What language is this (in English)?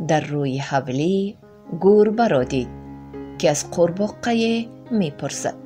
Tajik